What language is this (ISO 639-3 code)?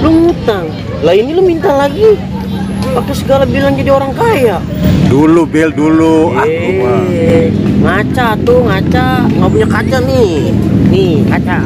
bew